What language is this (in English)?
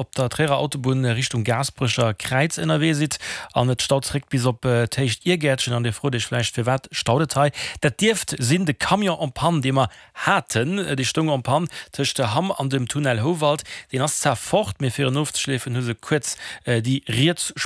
Luxembourgish